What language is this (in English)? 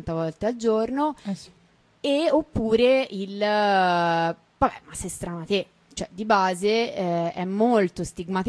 Italian